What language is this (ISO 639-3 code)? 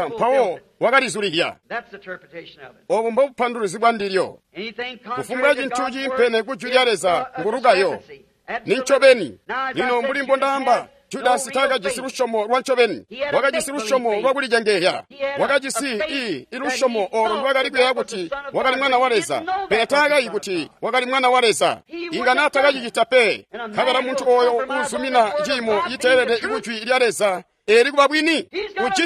toi